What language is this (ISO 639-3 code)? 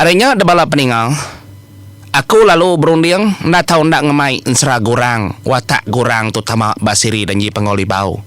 iba